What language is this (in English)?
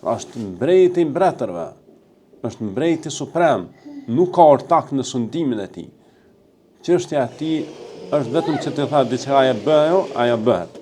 Albanian